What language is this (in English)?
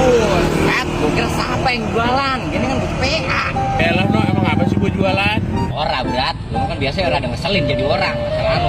Betawi